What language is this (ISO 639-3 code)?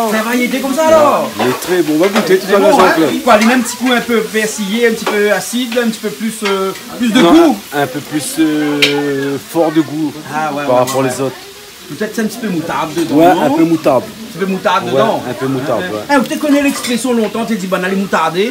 rcf